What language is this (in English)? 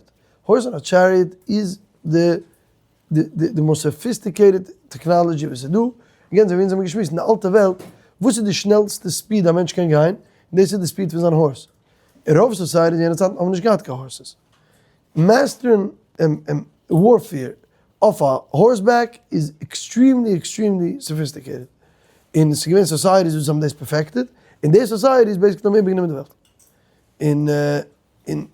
Yiddish